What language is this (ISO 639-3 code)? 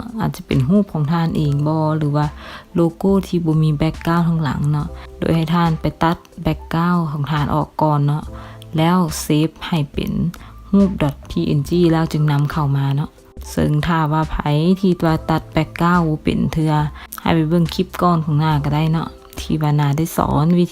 lao